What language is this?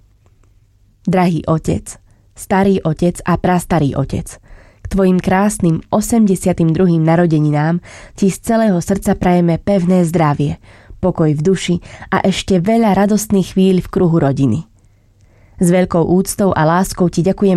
Slovak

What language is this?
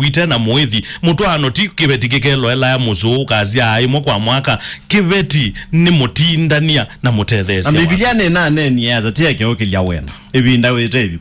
Kamba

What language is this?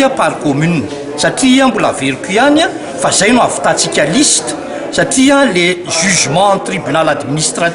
Malagasy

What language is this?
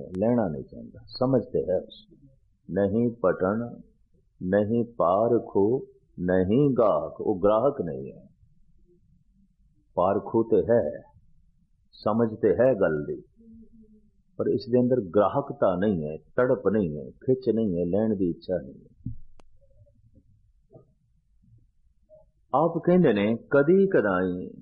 Punjabi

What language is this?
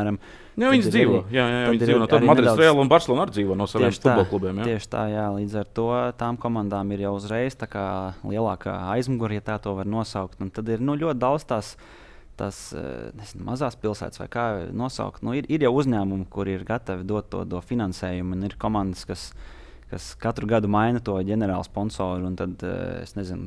Latvian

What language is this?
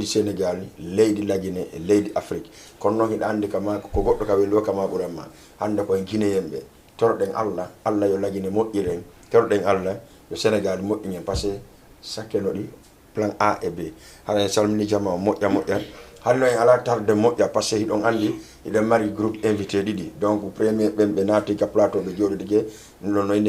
Fula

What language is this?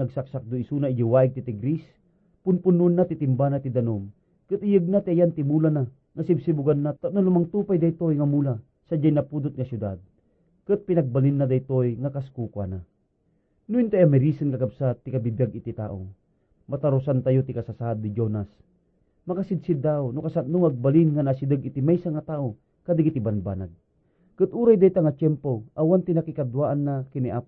Iloko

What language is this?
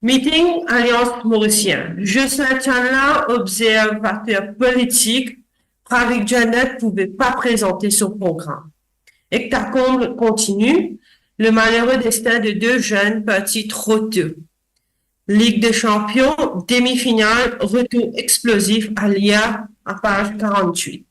Morisyen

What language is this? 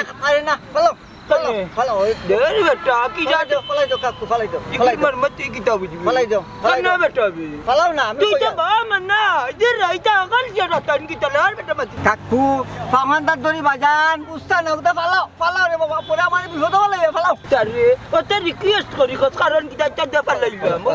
Sylheti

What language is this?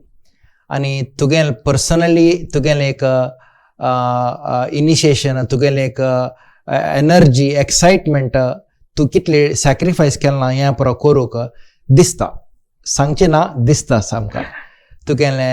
Konkani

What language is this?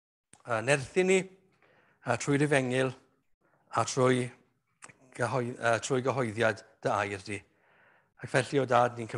Welsh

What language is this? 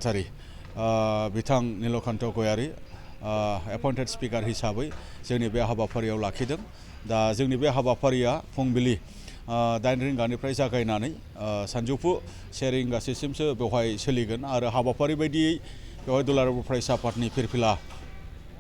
Bodo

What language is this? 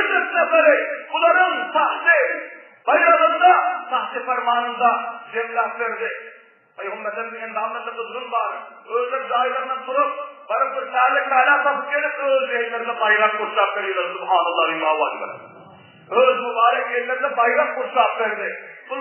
Turkmen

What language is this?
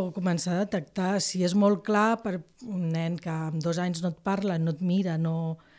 Catalan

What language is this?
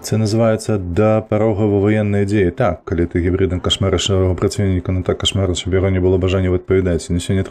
Belarusian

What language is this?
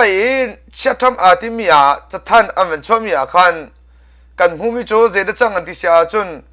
Hakha Chin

